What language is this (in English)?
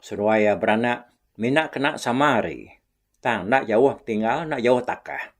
Iban